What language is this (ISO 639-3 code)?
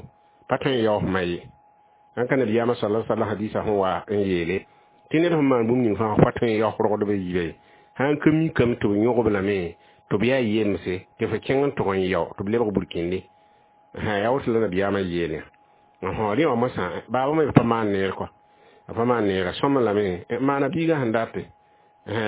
mos